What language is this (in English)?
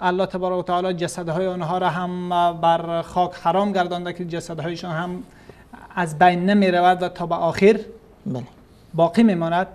Persian